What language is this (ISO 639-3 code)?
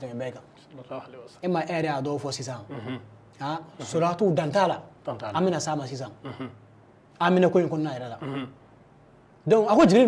bam